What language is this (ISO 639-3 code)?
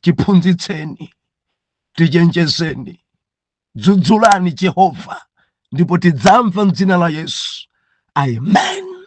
nya